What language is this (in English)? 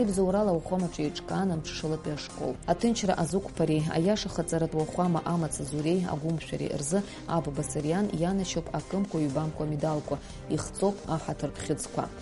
Abkhazian